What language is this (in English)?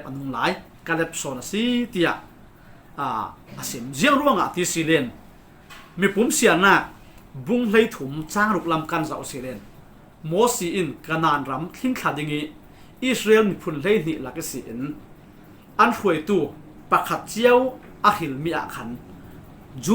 Falam Chin